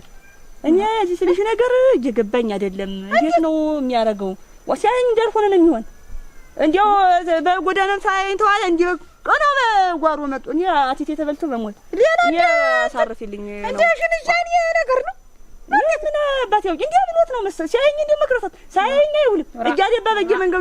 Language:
Amharic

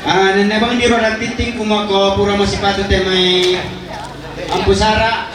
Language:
Toraja-Sa'dan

